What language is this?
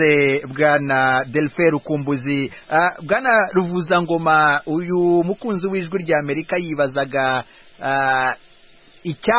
Kinyarwanda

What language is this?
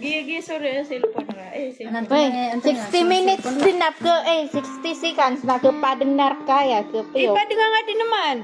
Maranao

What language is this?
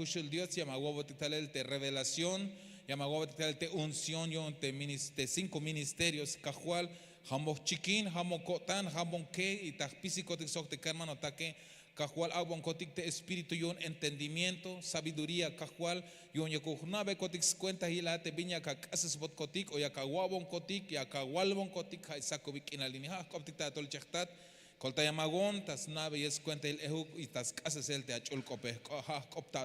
Tzeltal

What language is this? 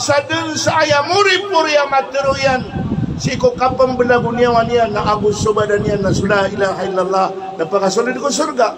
Maranao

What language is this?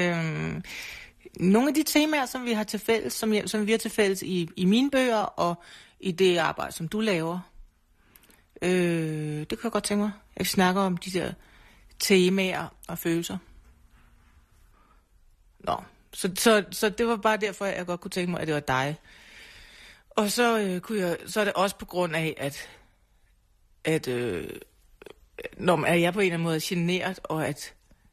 Danish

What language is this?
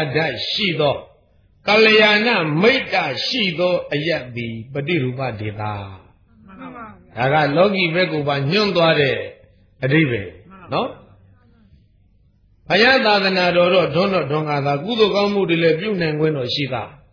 Burmese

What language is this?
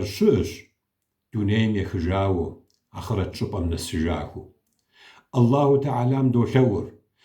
Kabardian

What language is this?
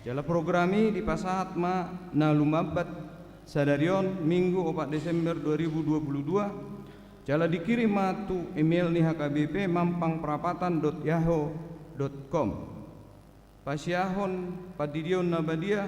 Batak Toba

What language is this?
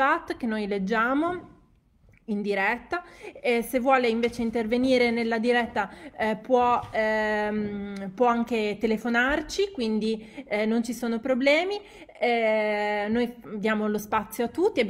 Italian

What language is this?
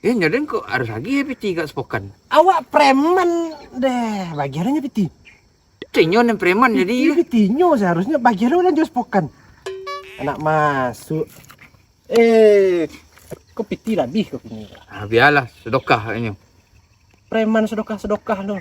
Minangkabau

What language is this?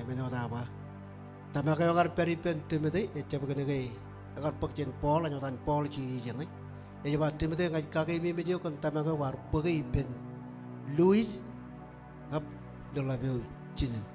Marshallese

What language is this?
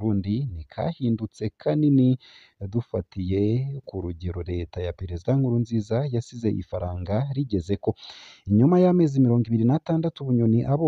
Rundi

